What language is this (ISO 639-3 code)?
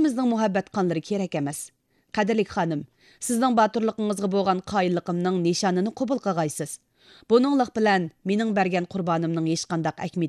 uig